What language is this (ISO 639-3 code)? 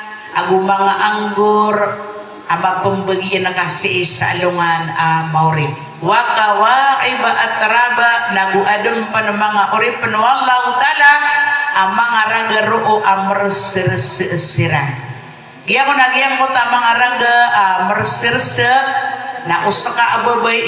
mrw